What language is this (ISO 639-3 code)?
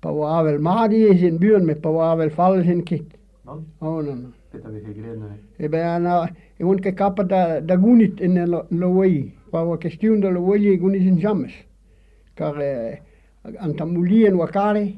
bre